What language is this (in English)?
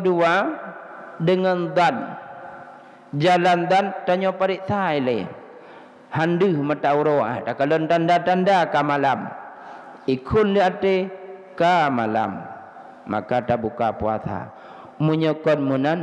Achinese